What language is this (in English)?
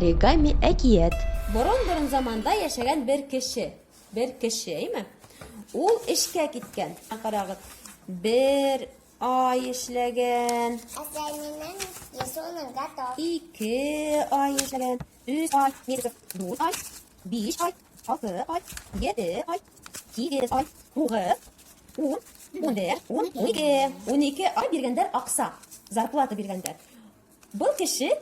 Bashkir